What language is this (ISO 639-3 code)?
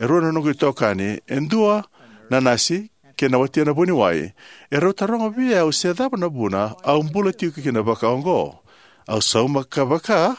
fij